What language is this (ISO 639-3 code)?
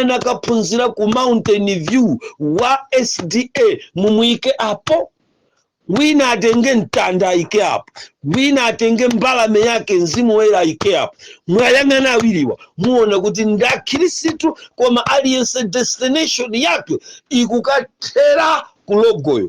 nya